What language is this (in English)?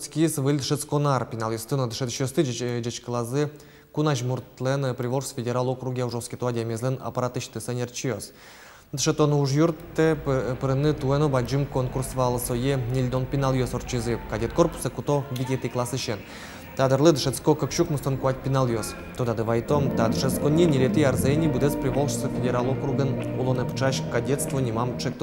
Udmurt